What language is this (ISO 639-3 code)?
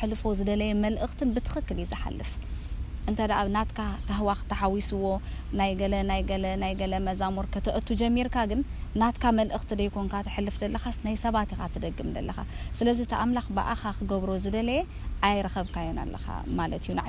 tir